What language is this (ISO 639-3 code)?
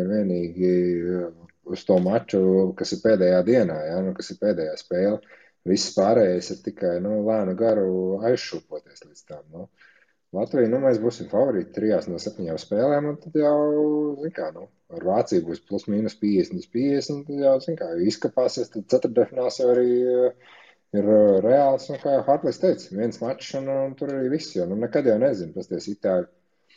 lav